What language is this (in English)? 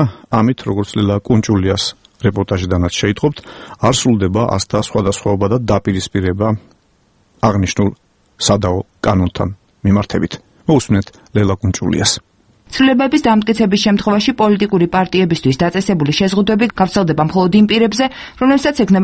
Georgian